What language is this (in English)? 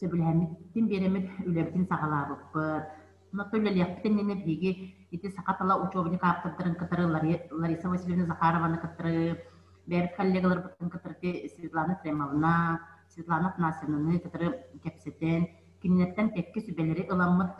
Yakut